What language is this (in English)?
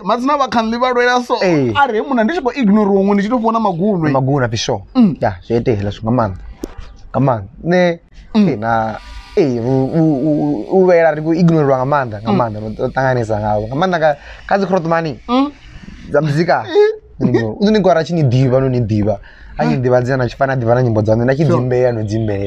Venda